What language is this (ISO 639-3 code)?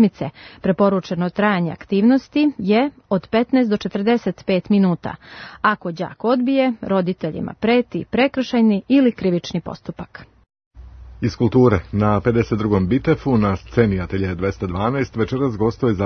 srp